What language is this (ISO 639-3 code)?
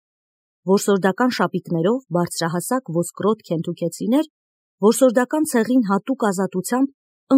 hye